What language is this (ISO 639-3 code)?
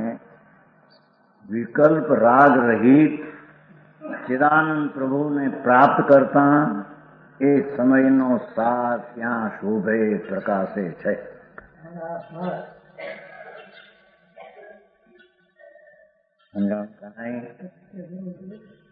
guj